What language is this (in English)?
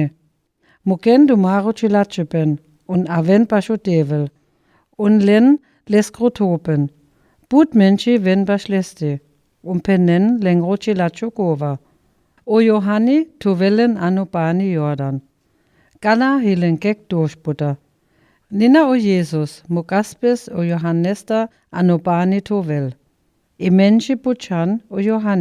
Sinte Romani